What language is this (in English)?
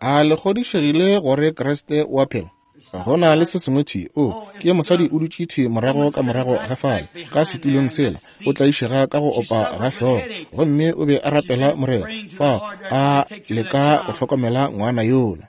Northern Sotho